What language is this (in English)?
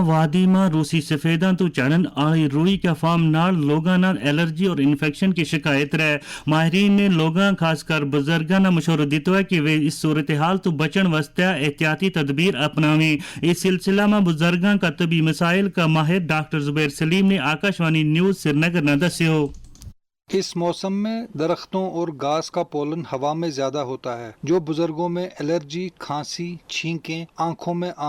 Gujari